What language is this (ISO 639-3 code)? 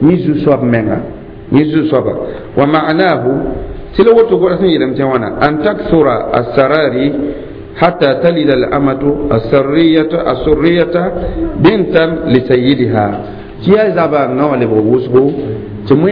mos